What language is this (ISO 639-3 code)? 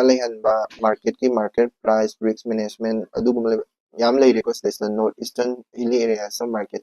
mni